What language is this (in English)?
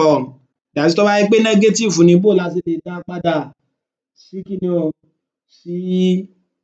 Yoruba